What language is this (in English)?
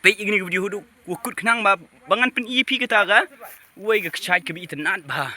Khasi